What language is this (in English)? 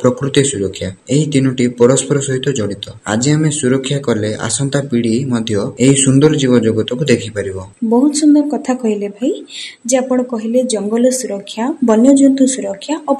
Odia